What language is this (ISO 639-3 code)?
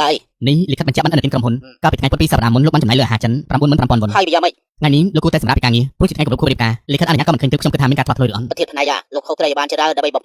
khm